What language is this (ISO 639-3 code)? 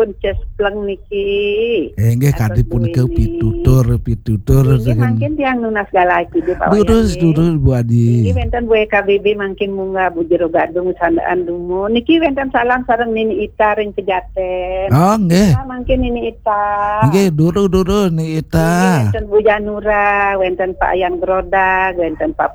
ban